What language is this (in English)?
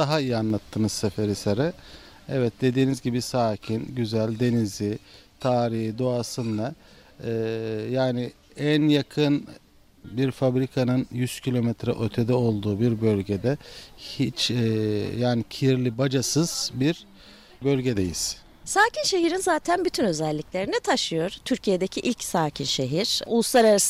Turkish